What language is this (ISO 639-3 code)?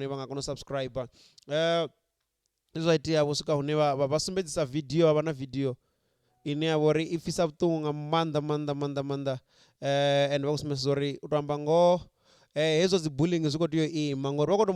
ven